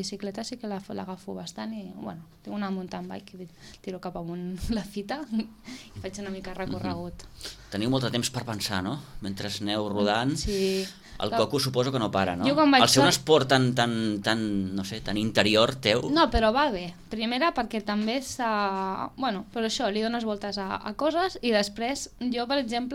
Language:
Catalan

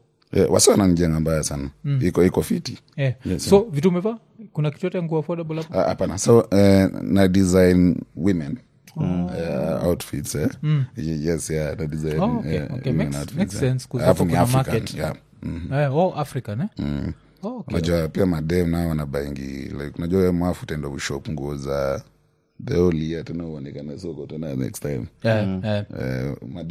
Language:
Swahili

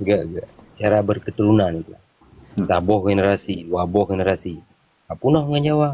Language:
Achinese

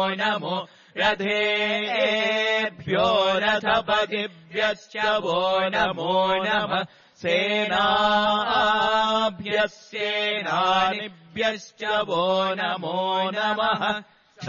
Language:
Sanskrit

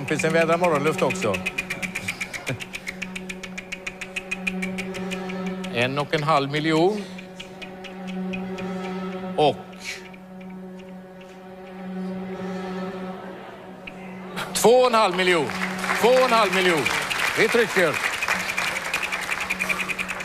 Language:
Swedish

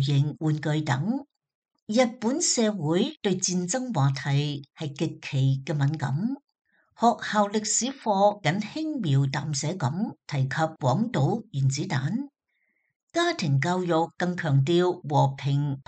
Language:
Cantonese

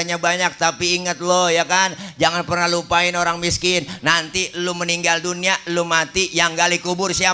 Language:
Betawi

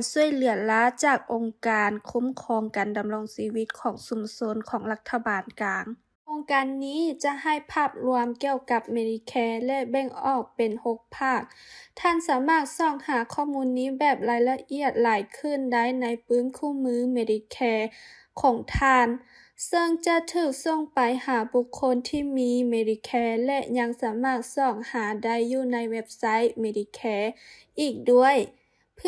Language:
Lao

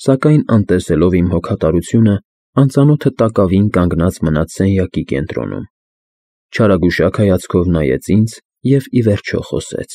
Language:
Armenian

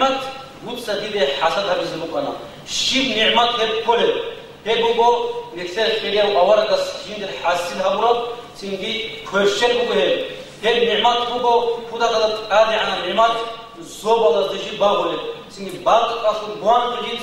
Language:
Avaric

